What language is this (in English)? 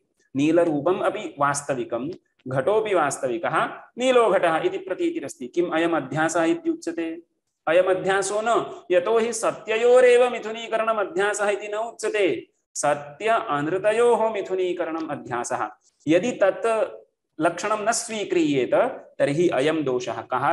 Sanskrit